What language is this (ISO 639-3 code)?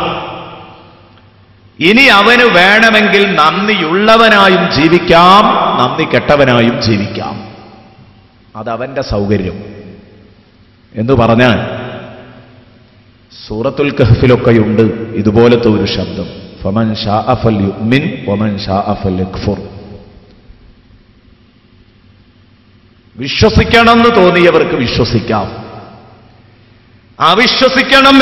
mal